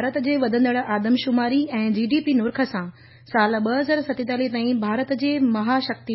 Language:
Sindhi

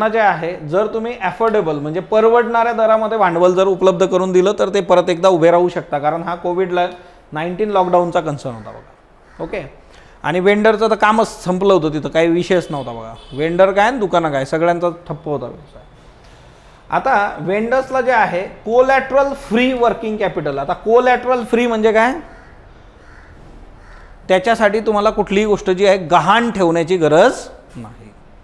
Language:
Marathi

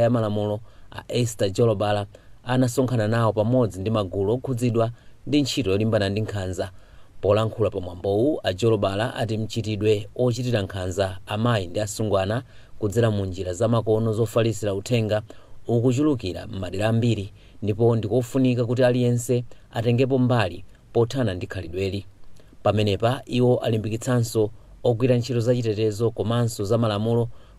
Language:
Nyanja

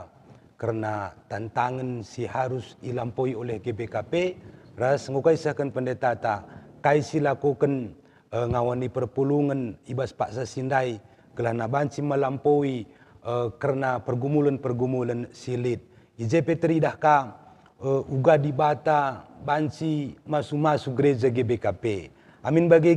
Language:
Batak Karo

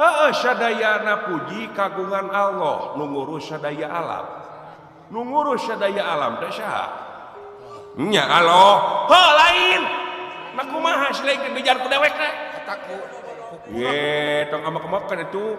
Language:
Sundanese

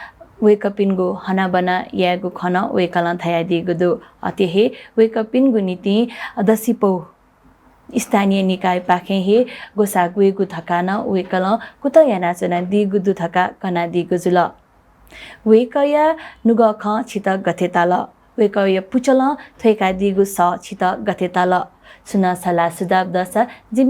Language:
Newari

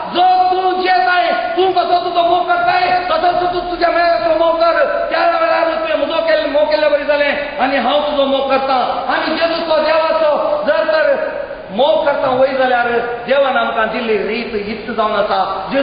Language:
Konkani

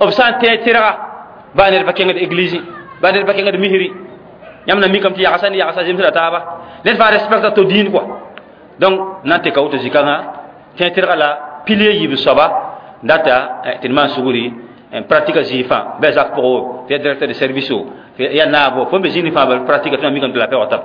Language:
Mossi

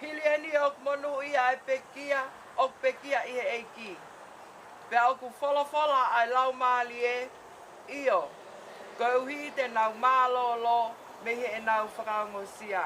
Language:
Tongan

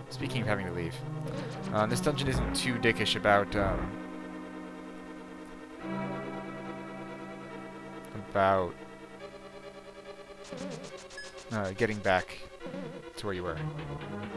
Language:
English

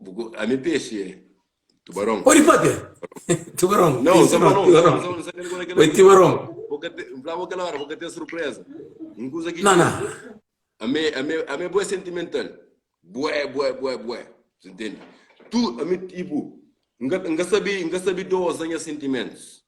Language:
Kabuverdianu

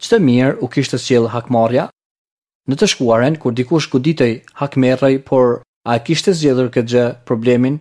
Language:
Albanian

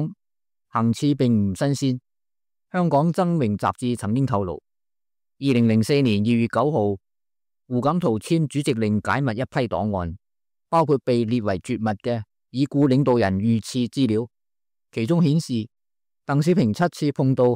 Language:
Cantonese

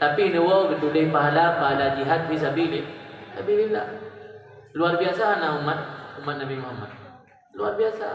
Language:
Achinese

